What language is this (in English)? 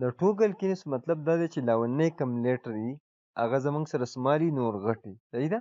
Pashto